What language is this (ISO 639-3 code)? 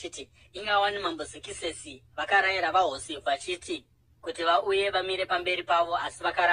sna